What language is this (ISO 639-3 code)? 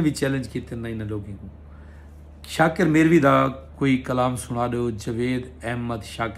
skr